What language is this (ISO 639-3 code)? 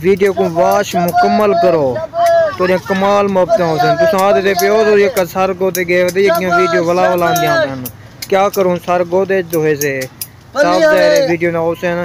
skr